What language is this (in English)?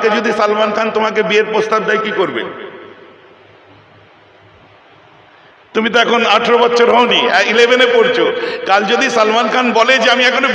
Bangla